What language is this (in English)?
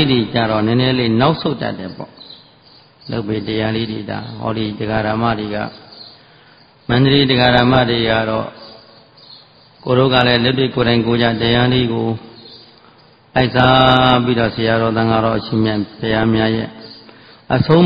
Burmese